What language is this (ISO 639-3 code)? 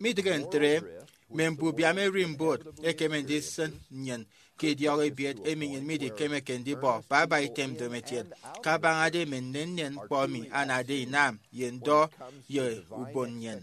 efi